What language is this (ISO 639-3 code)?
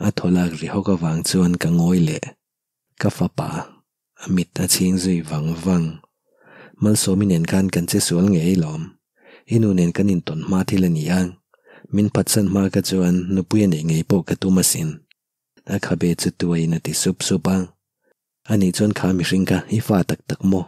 lus